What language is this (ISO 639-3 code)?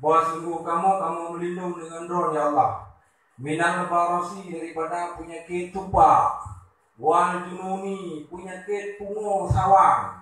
ace